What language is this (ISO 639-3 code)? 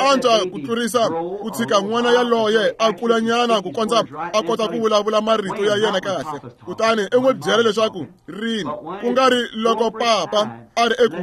tso